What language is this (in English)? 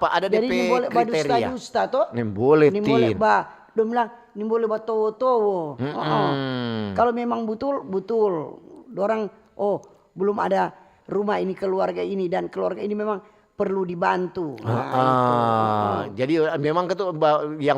Manado Malay